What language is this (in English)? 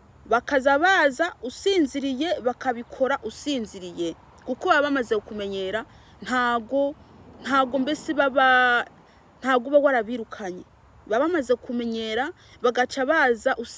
Rundi